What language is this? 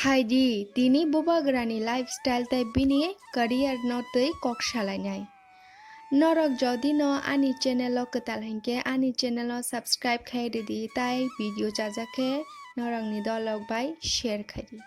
Kok Borok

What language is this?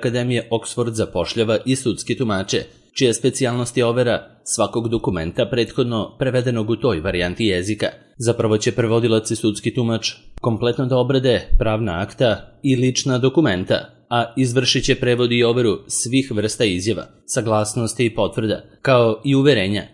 Serbian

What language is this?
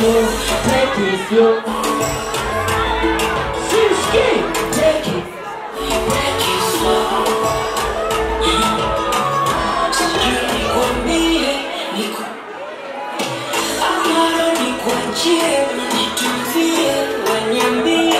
Swahili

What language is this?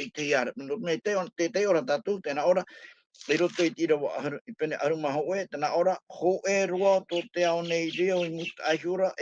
Tahitian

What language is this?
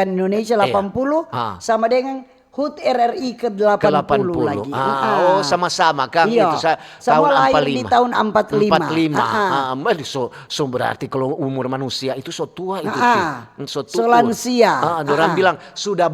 Manado Malay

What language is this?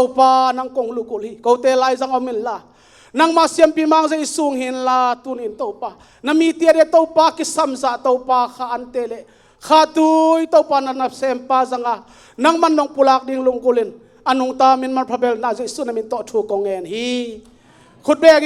Tedim Chin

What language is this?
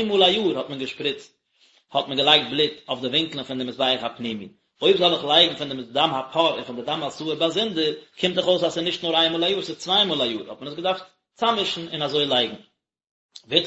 Yiddish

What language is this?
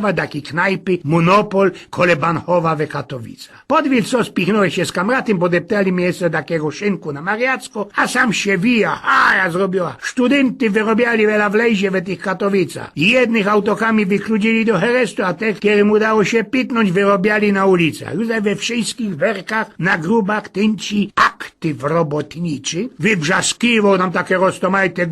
Silesian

